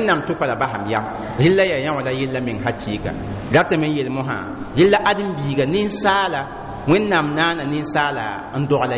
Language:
Mossi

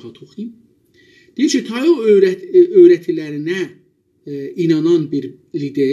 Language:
South Azerbaijani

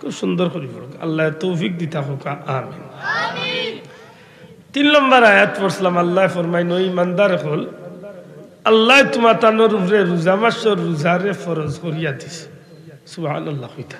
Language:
Sylheti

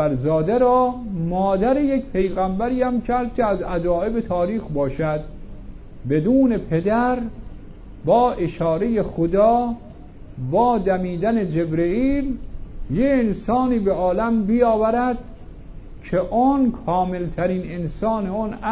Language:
Persian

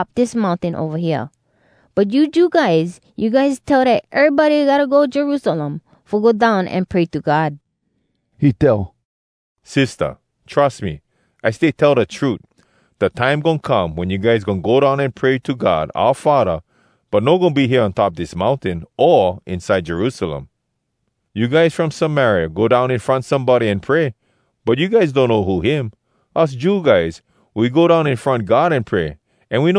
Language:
Hawai'i Creole English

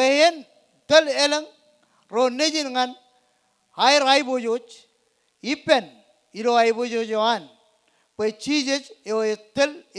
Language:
Marshallese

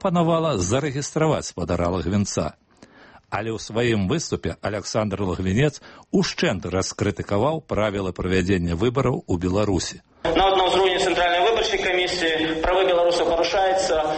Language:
Belarusian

